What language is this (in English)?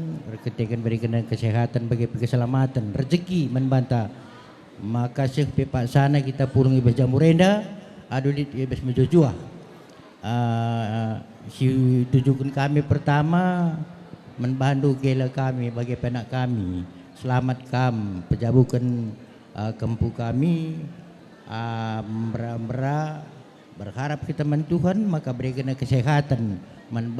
Batak Karo